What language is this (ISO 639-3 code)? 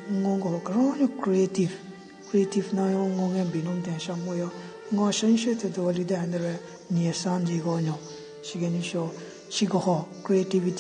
nre